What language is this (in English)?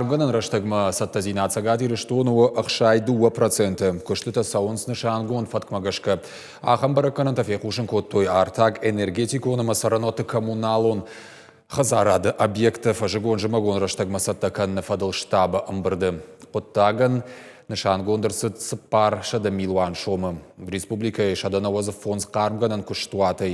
Ossetic